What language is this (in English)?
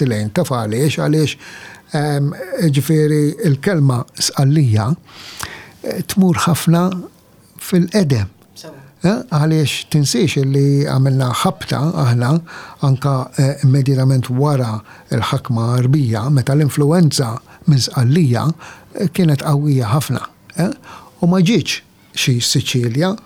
Maltese